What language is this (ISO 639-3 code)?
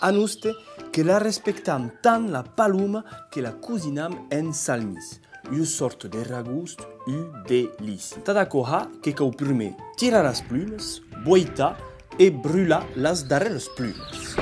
oci